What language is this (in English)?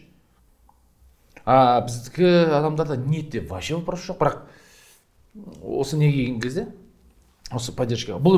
Kazakh